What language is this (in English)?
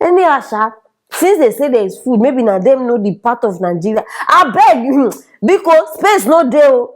Nigerian Pidgin